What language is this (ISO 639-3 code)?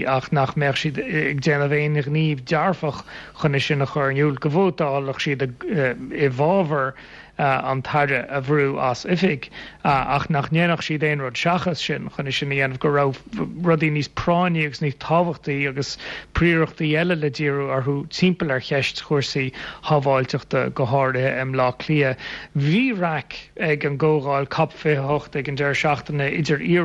gle